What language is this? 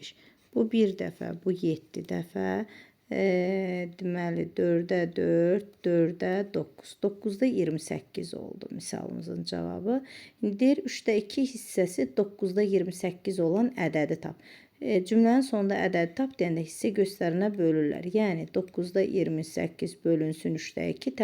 Azerbaijani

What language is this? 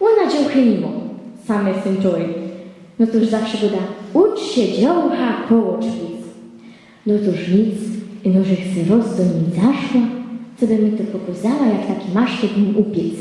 Silesian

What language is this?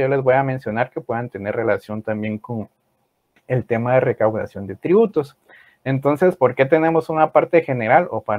Spanish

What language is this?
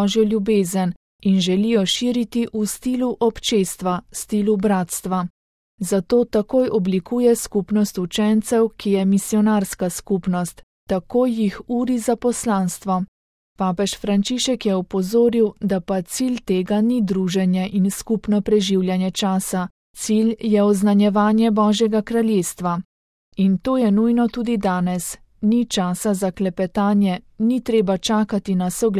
Slovenian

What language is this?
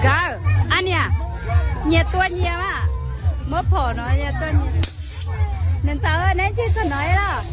Hmong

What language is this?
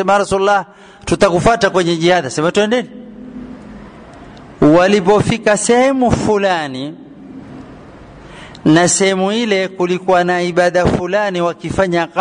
Swahili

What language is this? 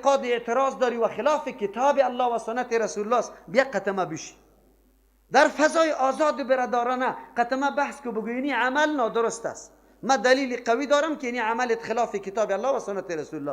Persian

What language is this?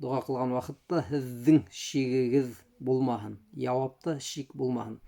Bashkir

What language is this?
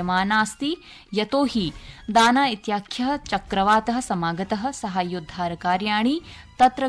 Sanskrit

